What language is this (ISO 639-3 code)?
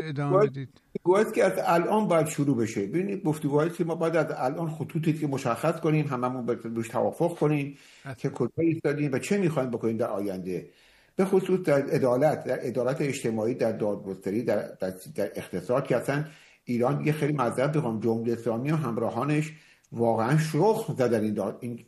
fas